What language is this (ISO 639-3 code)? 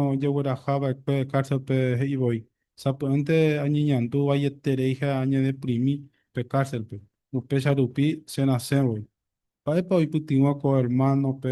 grn